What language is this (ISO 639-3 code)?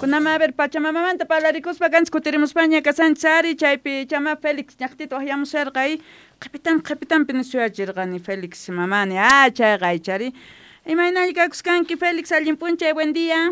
que